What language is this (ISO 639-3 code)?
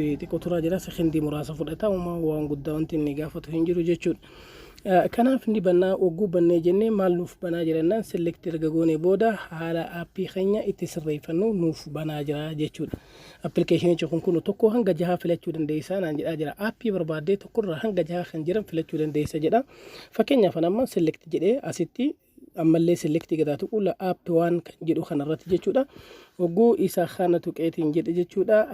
orm